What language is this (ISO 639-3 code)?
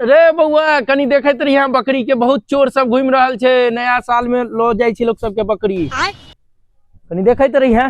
mai